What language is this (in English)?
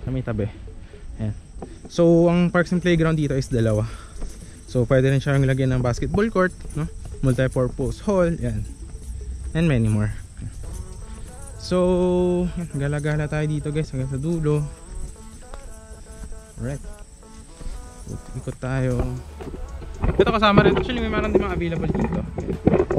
Filipino